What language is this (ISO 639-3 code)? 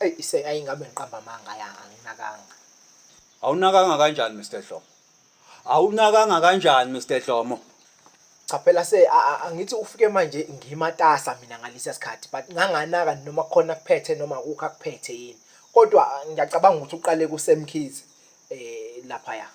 zul